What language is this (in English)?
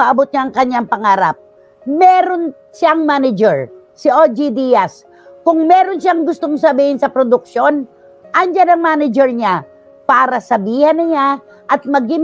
Filipino